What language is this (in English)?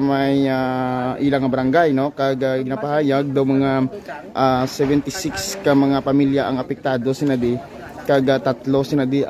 Hiligaynon